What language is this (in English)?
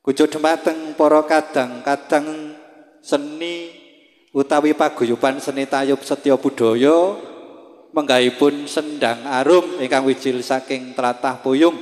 Javanese